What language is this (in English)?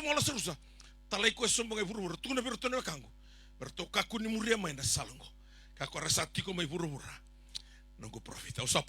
Fijian